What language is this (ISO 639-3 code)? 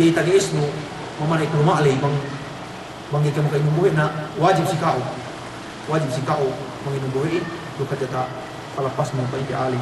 yka